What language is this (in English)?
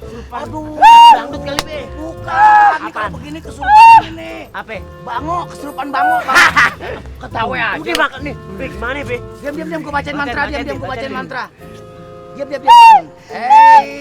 Betawi